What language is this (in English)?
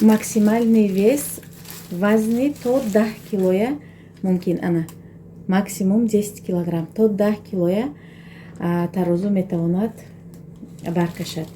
Tajik